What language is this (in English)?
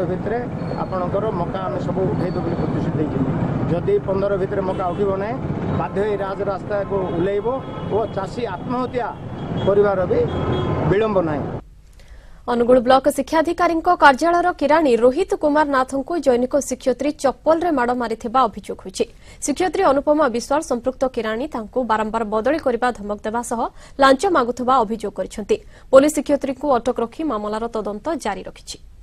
Odia